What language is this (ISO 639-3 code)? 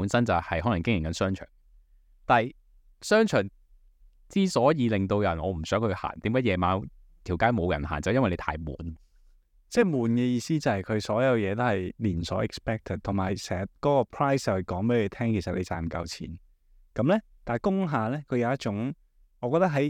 yue